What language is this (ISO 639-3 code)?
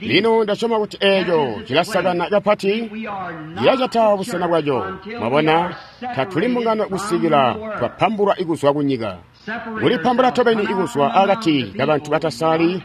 toi